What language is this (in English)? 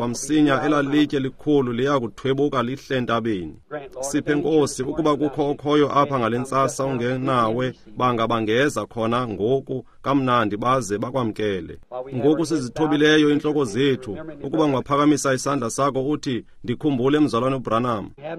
Xhosa